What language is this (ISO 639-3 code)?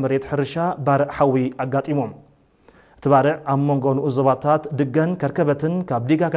tir